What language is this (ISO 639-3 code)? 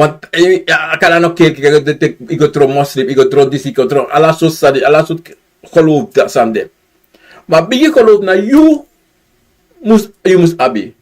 srn